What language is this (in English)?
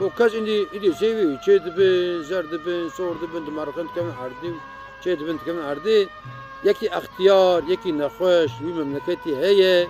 Kurdish